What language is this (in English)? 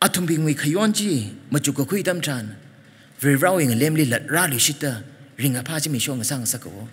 Tangkhul Naga (India)